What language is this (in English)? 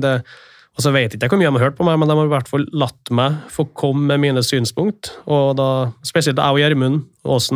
Norwegian